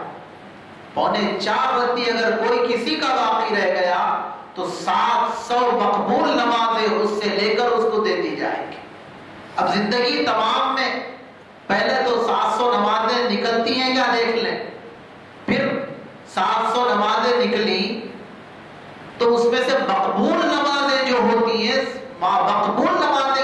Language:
Urdu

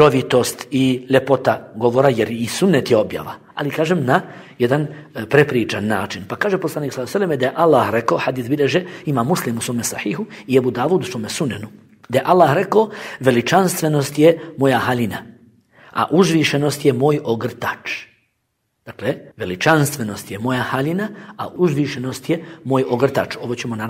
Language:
Bosnian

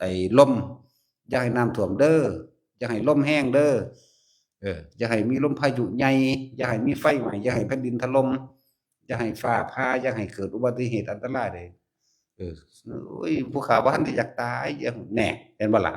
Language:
Northeastern Thai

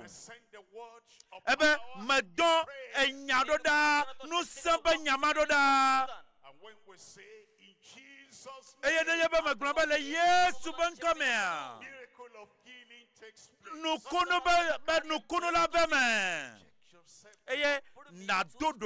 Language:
Ewe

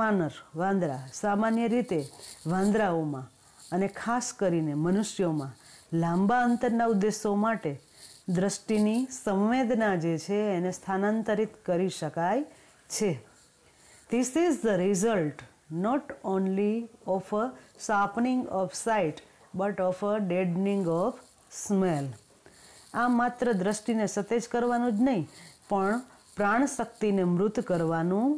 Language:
Gujarati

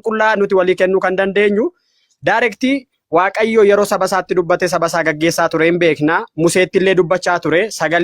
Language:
Oromo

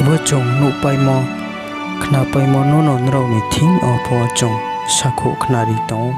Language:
Riang (India)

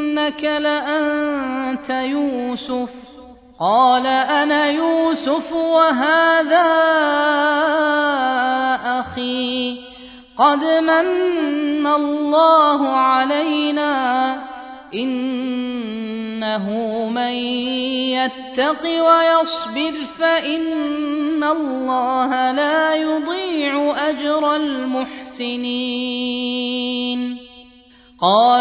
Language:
Arabic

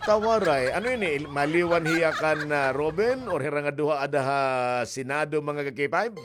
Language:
Waray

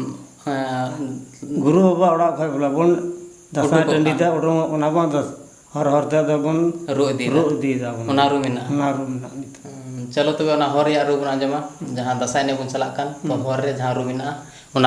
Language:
Santali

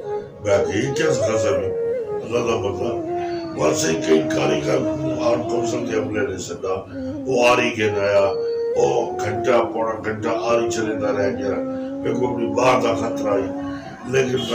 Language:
Saraiki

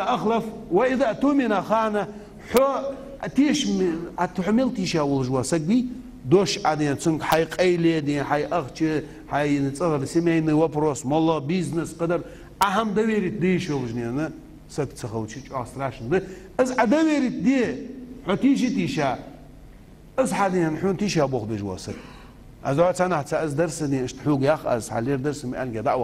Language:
Ingush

